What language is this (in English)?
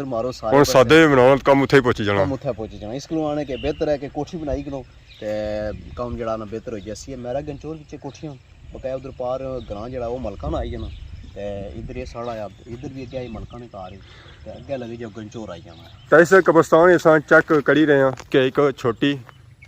Pahari-Potwari